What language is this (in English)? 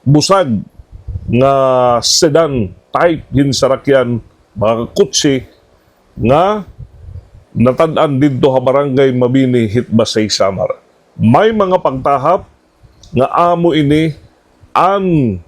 Waray